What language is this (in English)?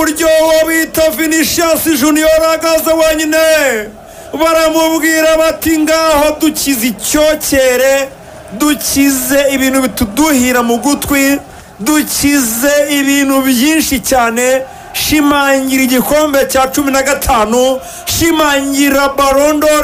Kinyarwanda